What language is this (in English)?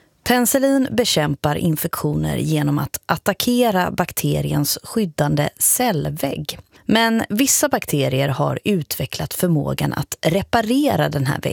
Swedish